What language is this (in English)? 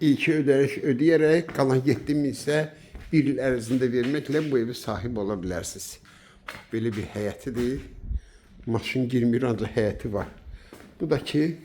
Azerbaijani